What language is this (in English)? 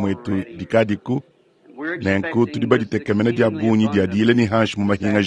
Luba-Lulua